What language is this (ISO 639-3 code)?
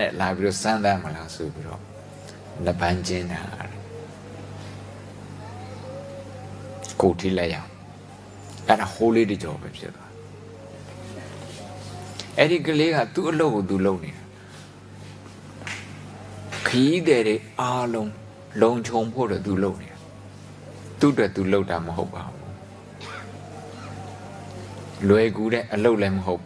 mya